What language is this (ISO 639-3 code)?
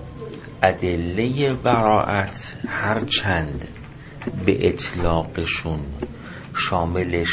fas